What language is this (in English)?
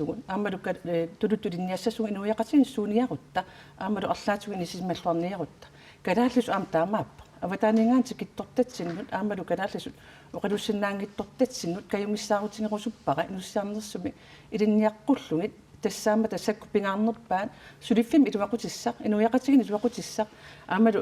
Kalaallisut